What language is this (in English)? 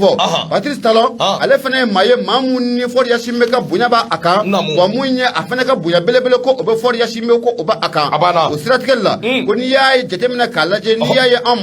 Bambara